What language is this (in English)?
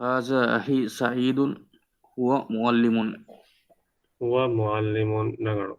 Divehi